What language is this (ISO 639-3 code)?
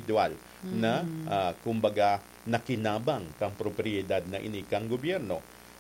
bik